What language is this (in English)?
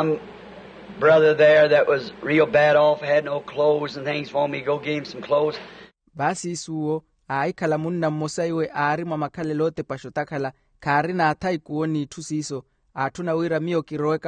Makhuwa